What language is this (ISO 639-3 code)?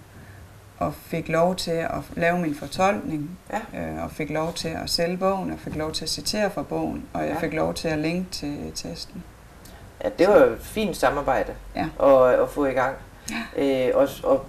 dan